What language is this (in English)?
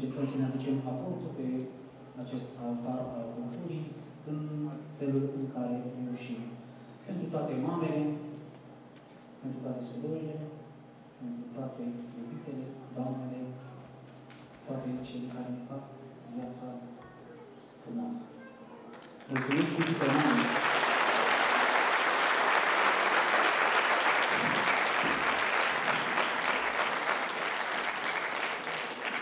Romanian